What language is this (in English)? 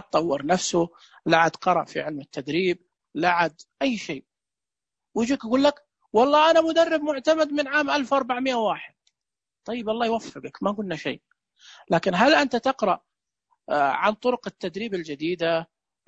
Najdi Arabic